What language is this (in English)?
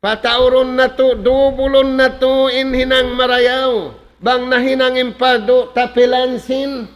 Tausug